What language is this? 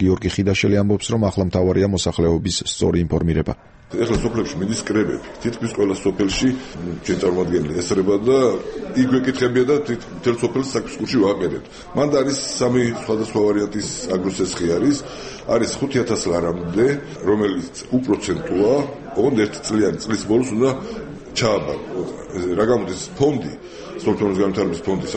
Georgian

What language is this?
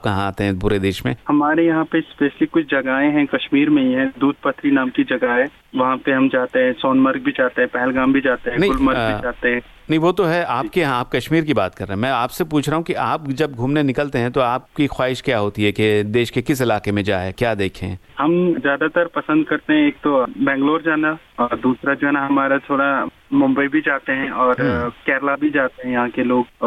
Hindi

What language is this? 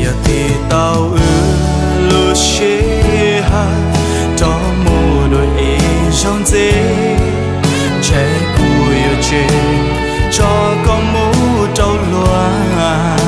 Hmong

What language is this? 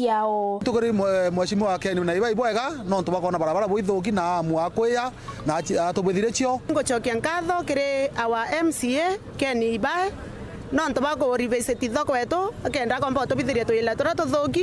Meru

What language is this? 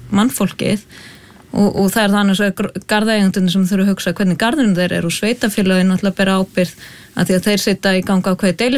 Icelandic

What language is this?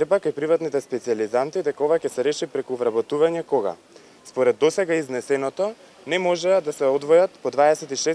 Macedonian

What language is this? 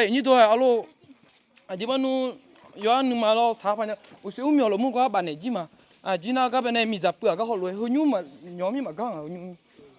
Akha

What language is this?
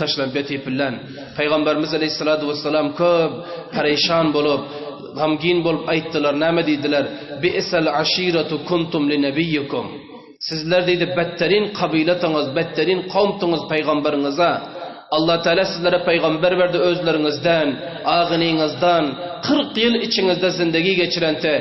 Turkmen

